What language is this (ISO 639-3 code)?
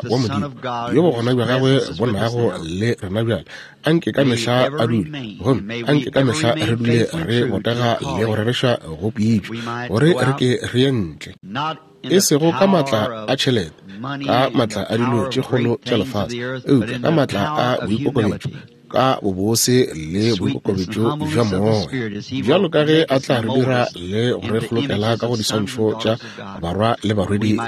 nso